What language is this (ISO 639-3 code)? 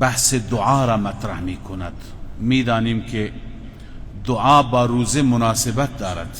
fas